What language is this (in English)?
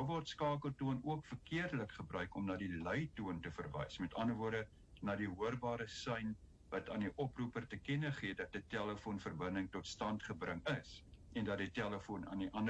Afrikaans